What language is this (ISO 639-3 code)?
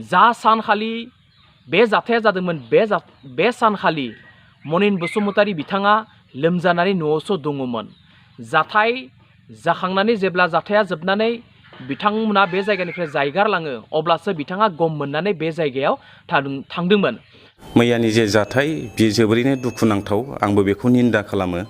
brx